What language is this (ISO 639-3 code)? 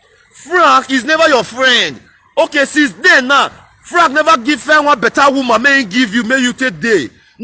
pcm